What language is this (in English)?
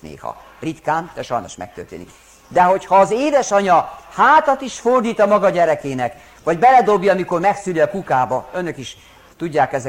Hungarian